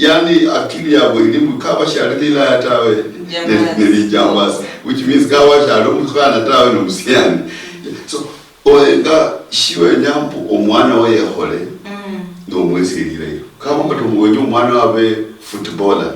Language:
Luyia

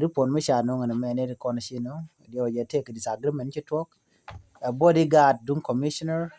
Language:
Nuer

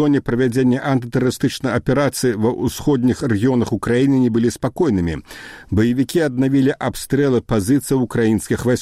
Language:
Belarusian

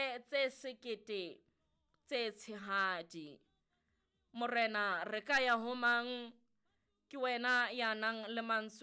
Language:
Southern Sotho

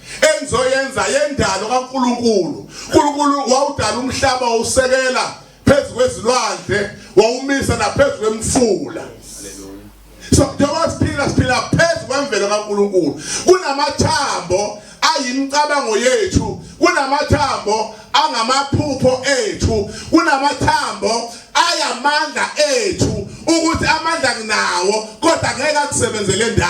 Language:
Zulu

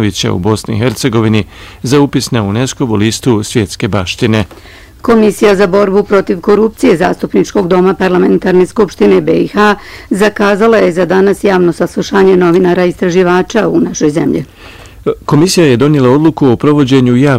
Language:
Bosnian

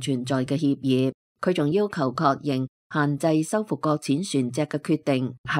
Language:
Cantonese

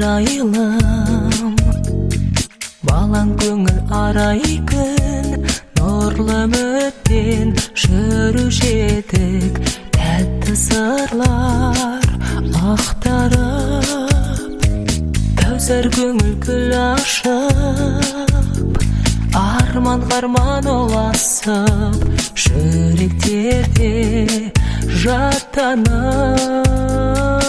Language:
Kazakh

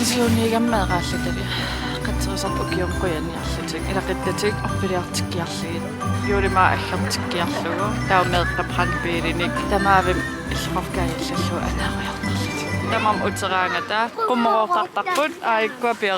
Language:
Kalaallisut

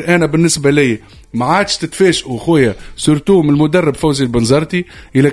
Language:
Tunisian Arabic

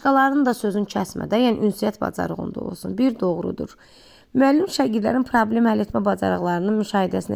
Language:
Azerbaijani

